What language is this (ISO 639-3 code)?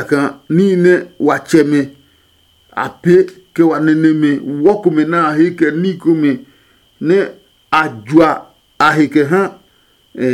ada